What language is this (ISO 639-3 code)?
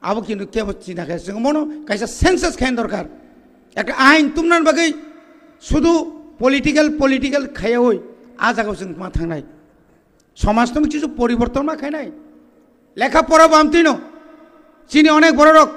trp